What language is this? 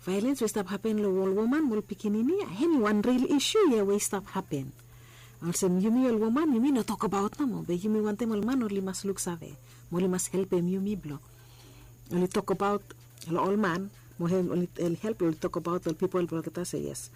Bislama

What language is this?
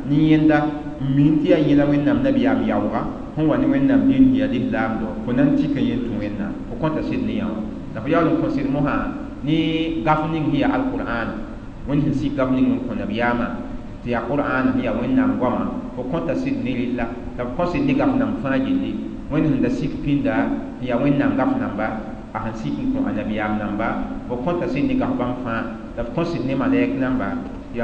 Mossi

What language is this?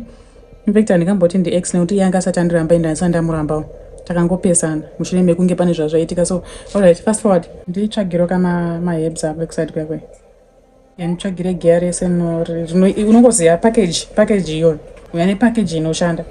Shona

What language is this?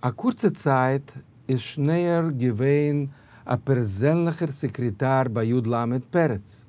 Yiddish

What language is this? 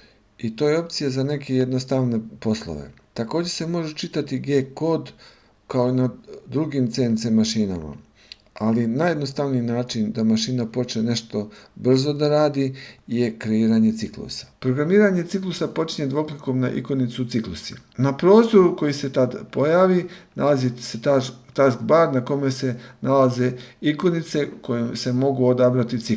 Serbian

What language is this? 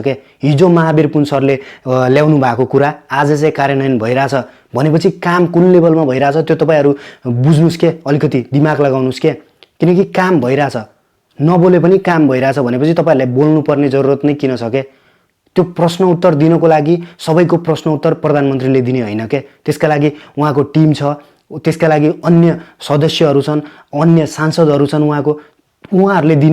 Nepali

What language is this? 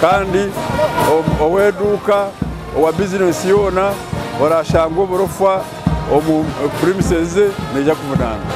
Nyankole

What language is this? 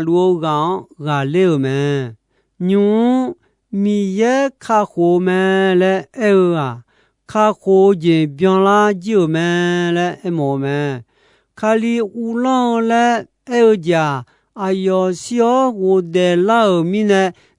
Akha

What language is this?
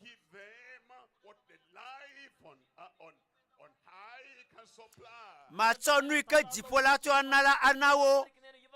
Ewe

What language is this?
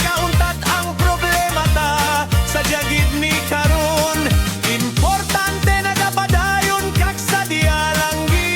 Hiligaynon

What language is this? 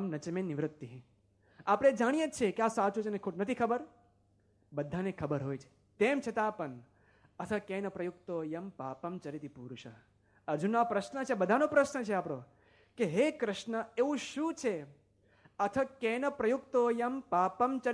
Gujarati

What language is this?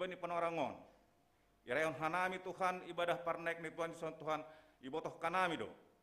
Batak Simalungun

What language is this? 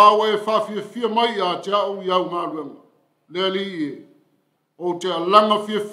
Samoan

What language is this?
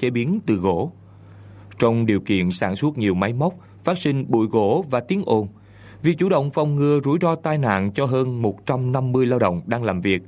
Vietnamese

